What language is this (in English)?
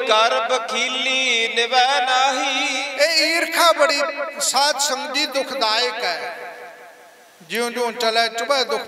Punjabi